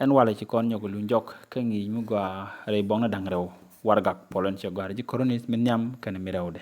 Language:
Nuer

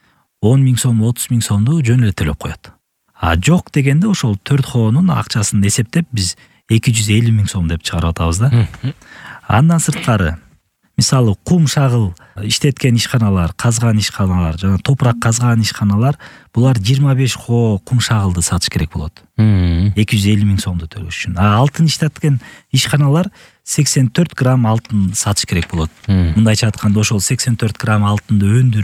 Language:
Kyrgyz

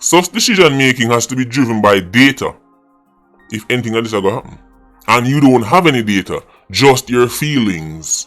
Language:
Jamaican Creole English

